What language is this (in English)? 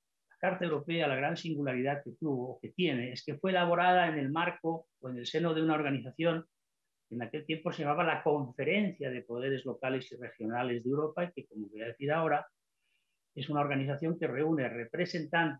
Spanish